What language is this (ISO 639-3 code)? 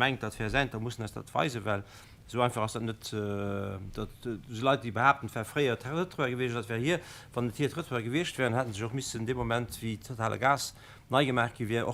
ltz